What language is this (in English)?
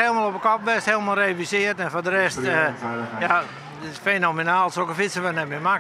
Western Frisian